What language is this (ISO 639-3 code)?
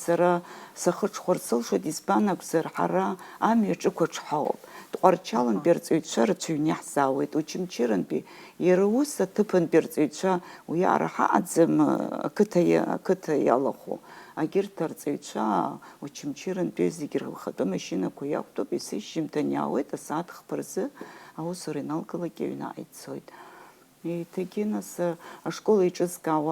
abk